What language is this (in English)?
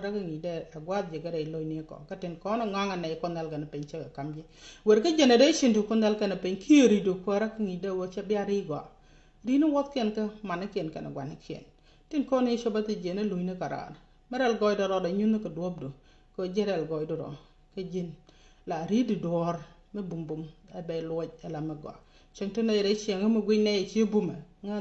Nuer